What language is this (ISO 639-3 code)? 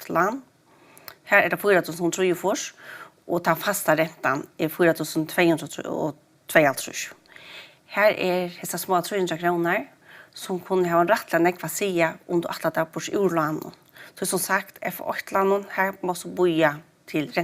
fao